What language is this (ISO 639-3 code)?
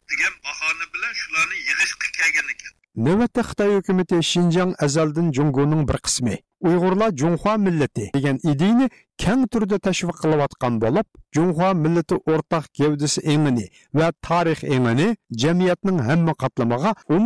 uig